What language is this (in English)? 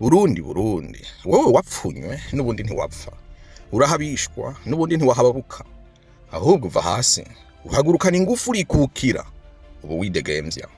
Rundi